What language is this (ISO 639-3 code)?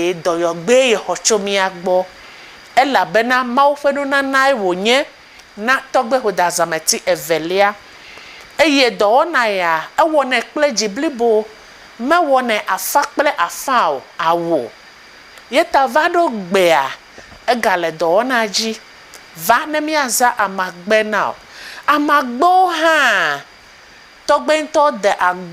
ewe